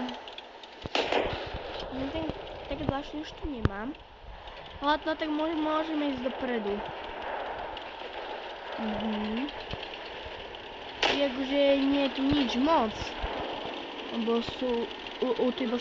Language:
Slovak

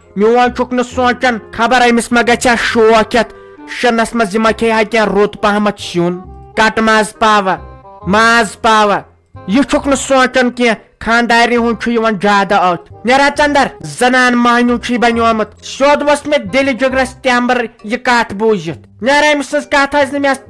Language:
Kashmiri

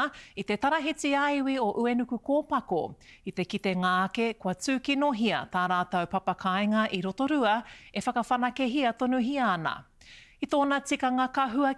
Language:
Māori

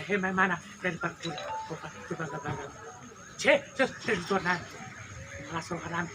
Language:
Batak Toba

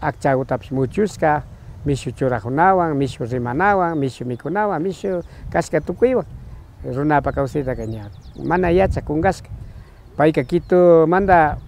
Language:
Imbabura Highland Quichua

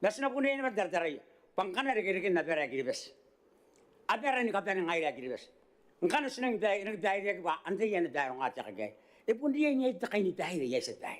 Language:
Gilbertese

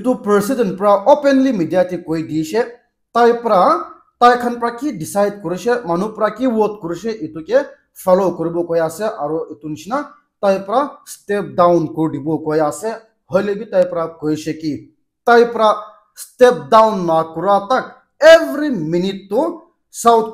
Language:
Naga Pidgin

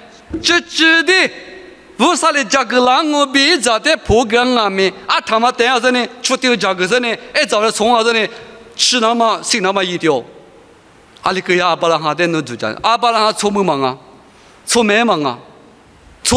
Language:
Lisu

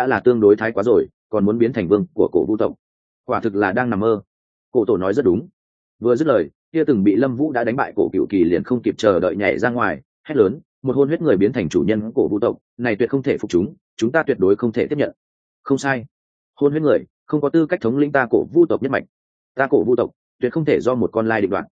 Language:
Vietnamese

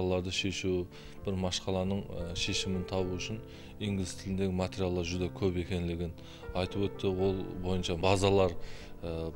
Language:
Kara-Kalpak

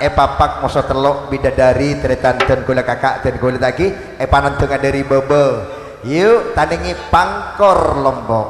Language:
Madurese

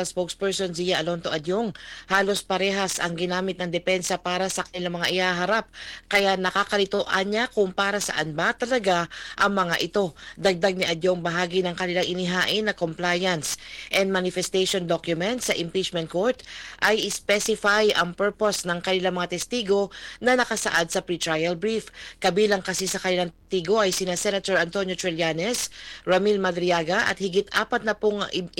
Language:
Filipino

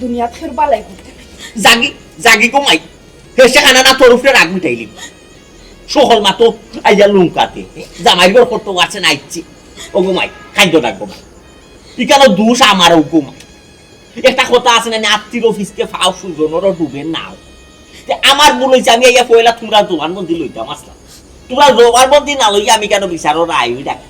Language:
Sylheti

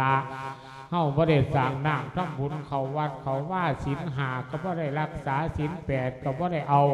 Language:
Lao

